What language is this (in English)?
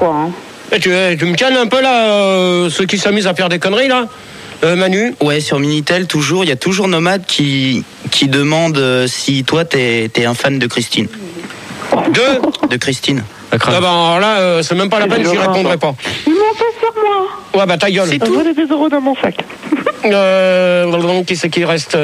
French